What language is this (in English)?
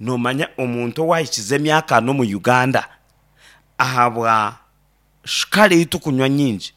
Nyankole